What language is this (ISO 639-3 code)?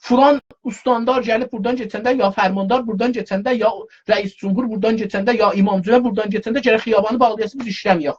azb